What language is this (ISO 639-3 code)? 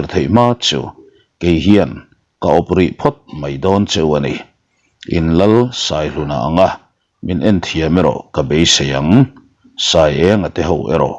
lus